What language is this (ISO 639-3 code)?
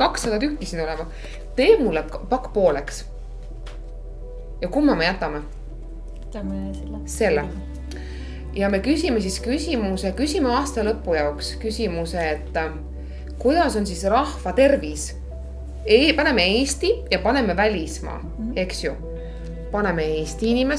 est